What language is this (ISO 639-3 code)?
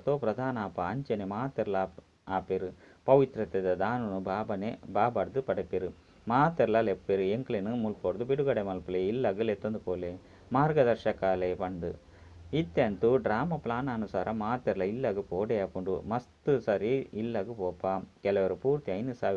tcy